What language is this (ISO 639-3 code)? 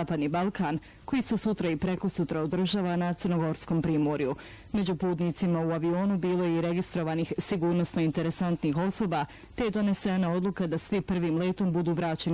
bos